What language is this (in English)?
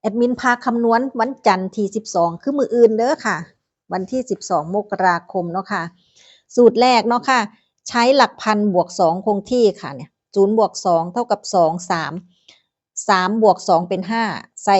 Northeastern Thai